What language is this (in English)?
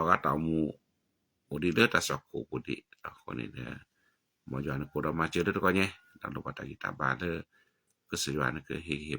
S'gaw Karen